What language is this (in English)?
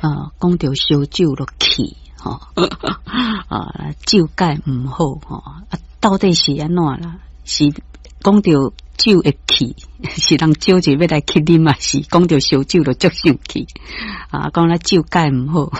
Min Nan Chinese